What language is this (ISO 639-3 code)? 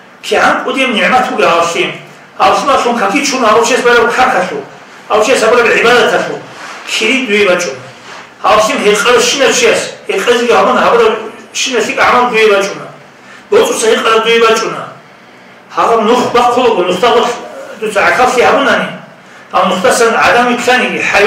ava